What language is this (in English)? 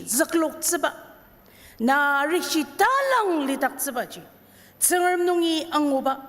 Ao Naga